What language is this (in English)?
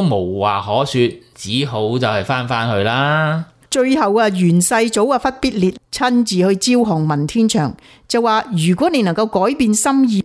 Cantonese